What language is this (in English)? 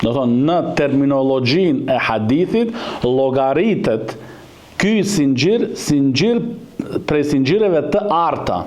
Albanian